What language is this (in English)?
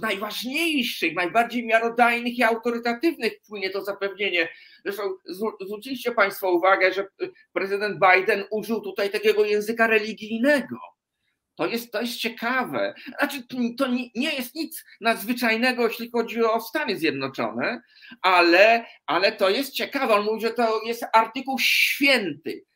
Polish